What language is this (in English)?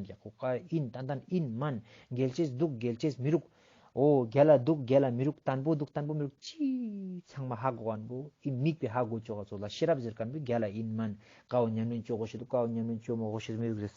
Ladakhi